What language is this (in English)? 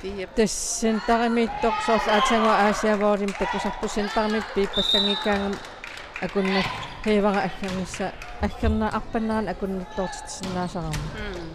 Kalaallisut